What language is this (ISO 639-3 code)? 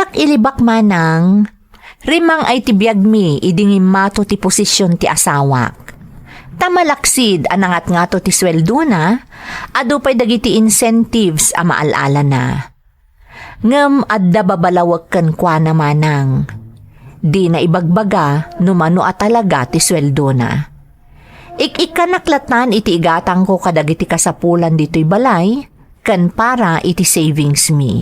ilo